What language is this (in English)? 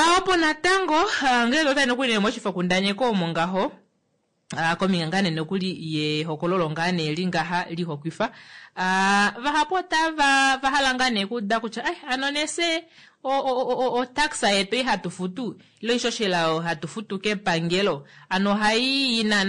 Kuanyama